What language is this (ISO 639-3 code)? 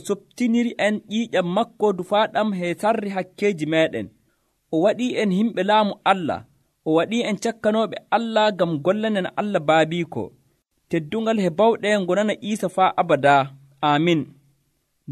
fuv